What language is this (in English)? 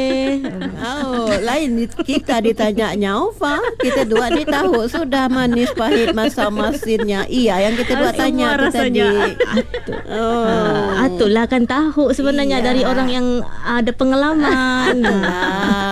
Malay